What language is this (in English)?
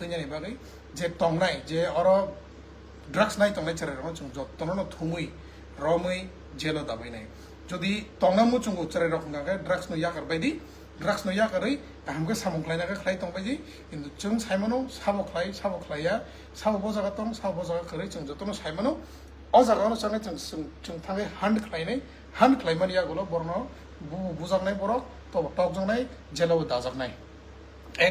Kok Borok